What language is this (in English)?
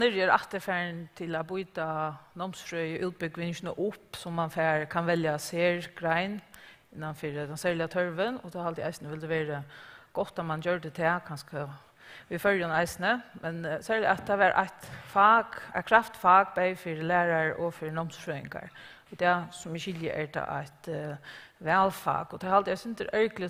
Faroese